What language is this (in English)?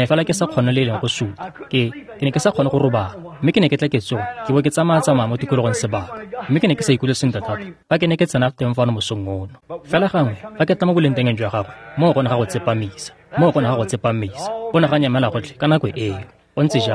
Tswana